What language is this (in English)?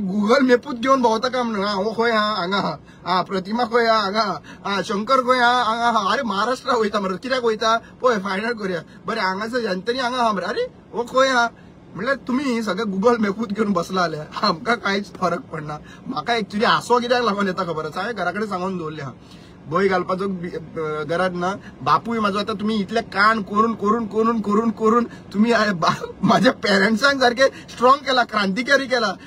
Konkani